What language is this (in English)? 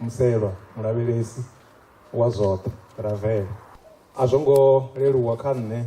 Venda